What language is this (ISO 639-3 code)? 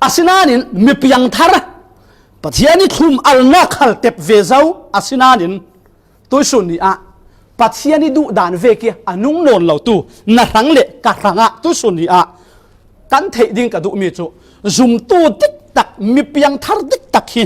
cfm